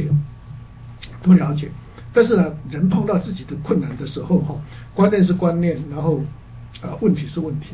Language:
Chinese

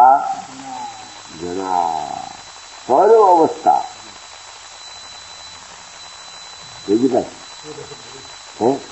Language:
Gujarati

